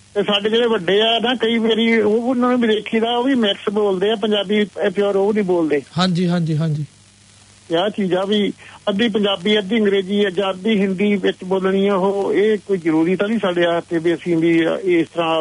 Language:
Punjabi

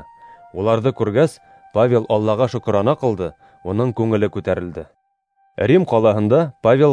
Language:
Bashkir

